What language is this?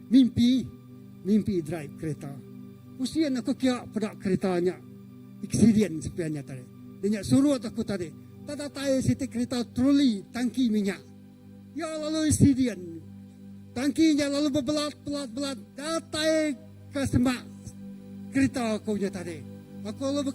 Iban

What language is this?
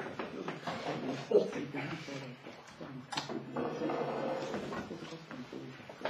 Norwegian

